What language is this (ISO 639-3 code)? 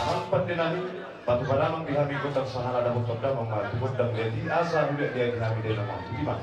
bbc